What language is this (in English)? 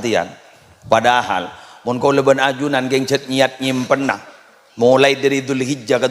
Madurese